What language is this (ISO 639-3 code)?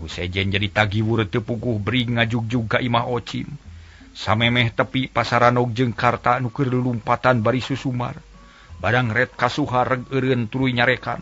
sun